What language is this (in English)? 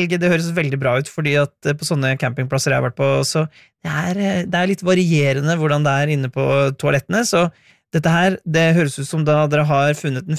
Norwegian